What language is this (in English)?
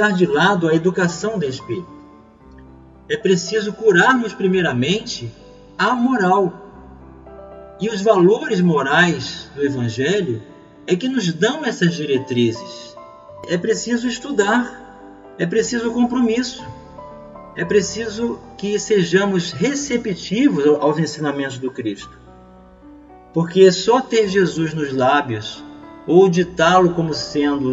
Portuguese